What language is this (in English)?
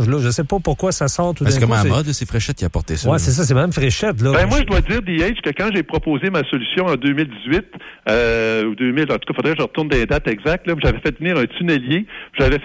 French